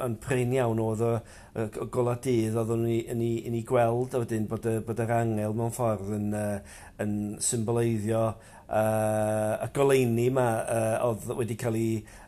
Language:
Welsh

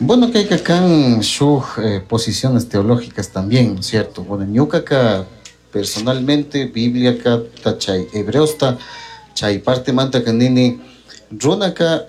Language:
Chimborazo Highland Quichua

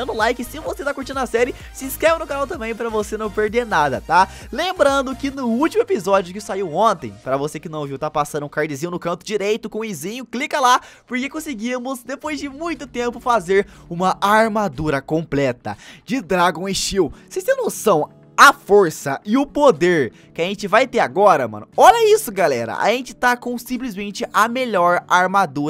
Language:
Portuguese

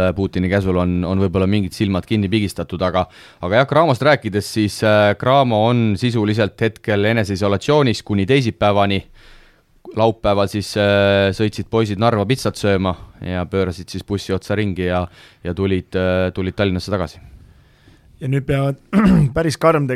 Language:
Estonian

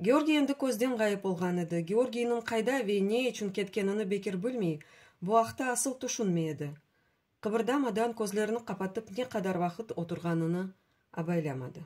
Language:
Crimean Tatar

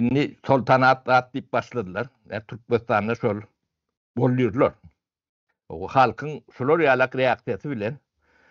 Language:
Turkmen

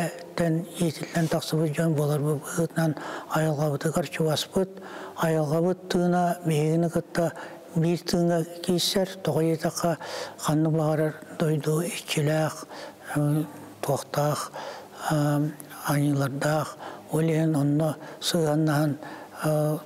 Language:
Yakut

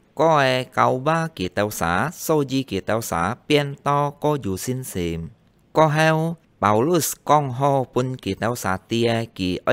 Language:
Hakka Chinese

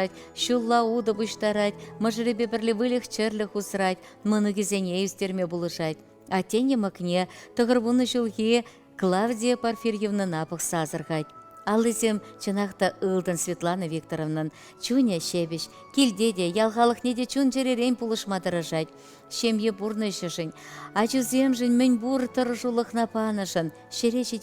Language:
Chuvash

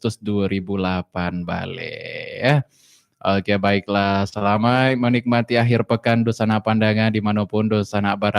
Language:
Minangkabau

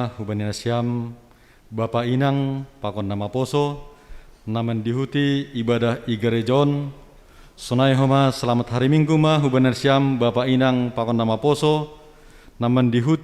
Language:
Batak Simalungun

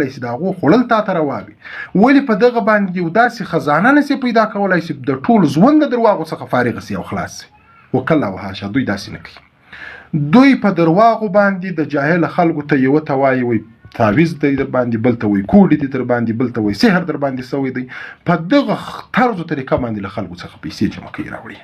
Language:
Pashto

